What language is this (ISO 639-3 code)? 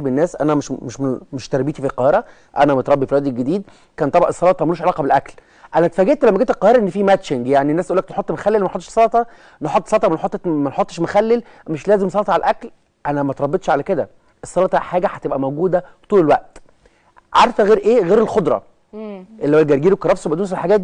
arz